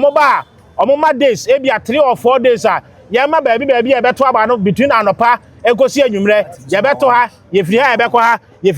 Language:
Akan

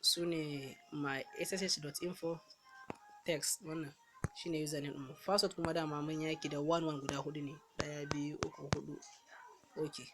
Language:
Hausa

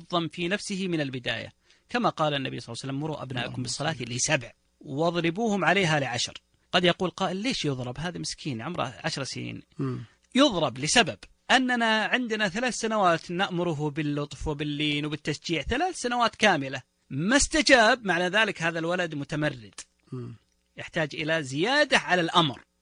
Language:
Najdi Arabic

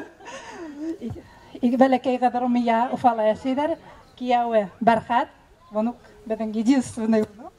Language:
Bashkir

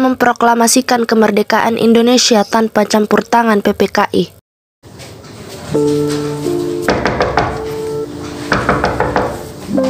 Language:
Indonesian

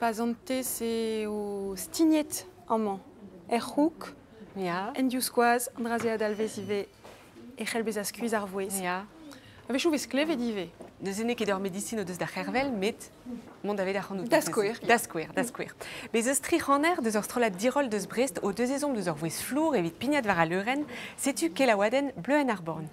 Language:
Breton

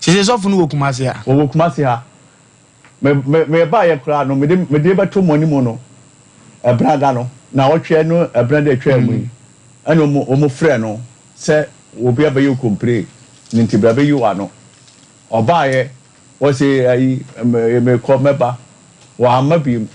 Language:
Akan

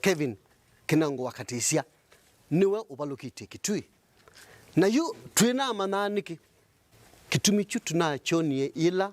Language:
Kamba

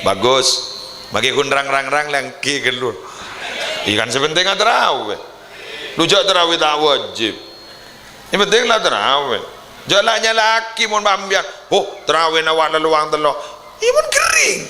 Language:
Madurese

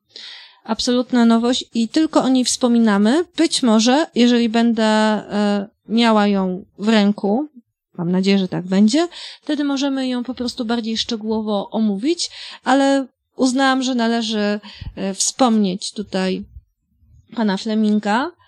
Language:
Polish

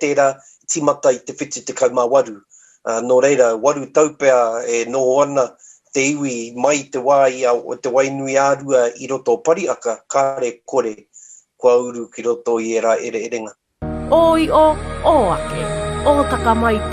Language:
Māori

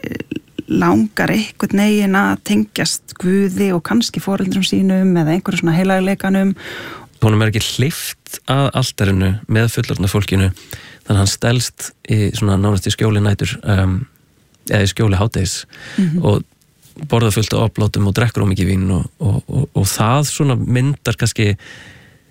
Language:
Icelandic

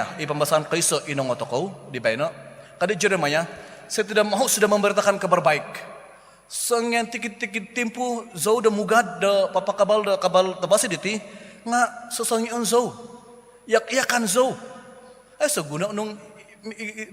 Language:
Central Dusun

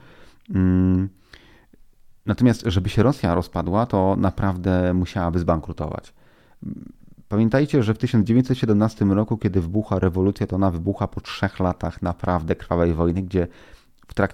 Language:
Polish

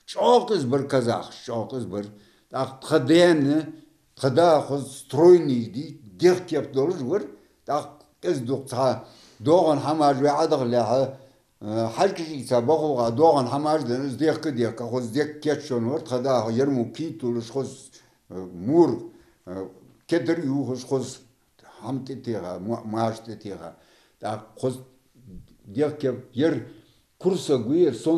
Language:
Ingush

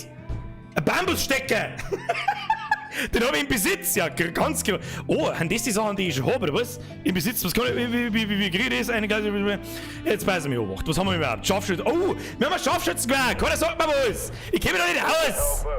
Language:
Bavarian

